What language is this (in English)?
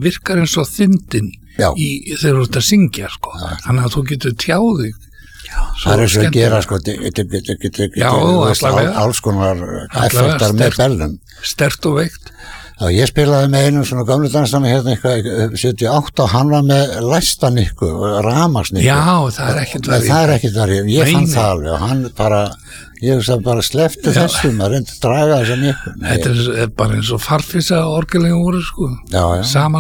Icelandic